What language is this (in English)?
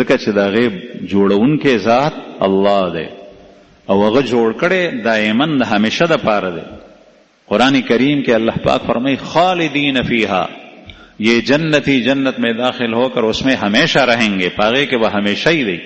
Pashto